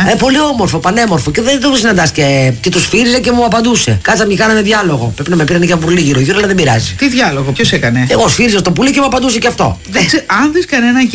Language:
Greek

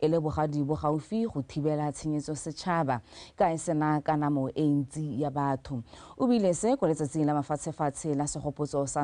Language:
Tswana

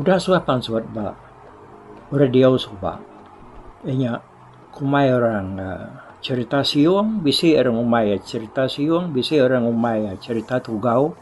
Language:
Iban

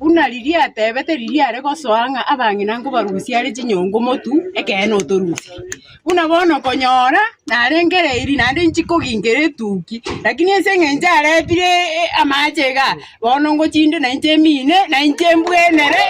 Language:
Gusii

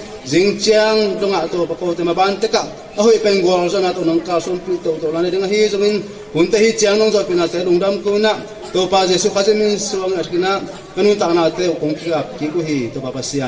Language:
Tedim Chin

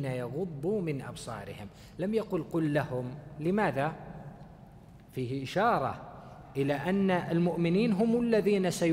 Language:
Arabic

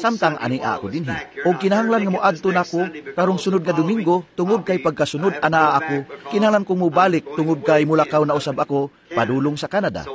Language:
Cebuano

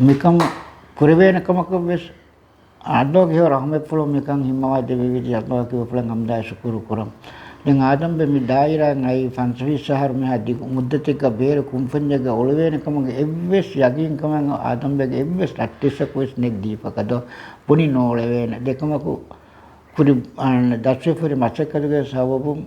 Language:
Divehi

